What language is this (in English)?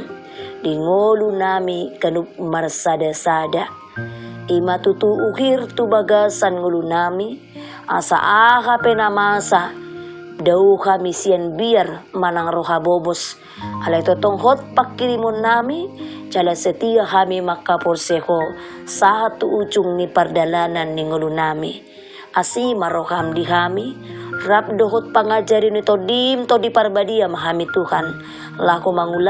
Batak Toba